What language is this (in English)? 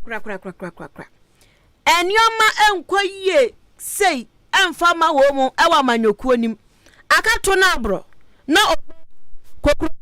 Akan